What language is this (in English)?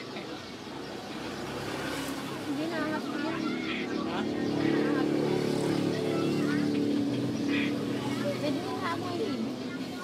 Filipino